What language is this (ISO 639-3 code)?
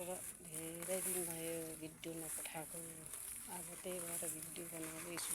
nep